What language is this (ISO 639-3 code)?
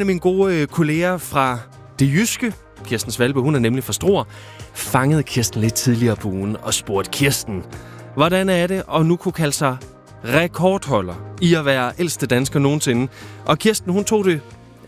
dan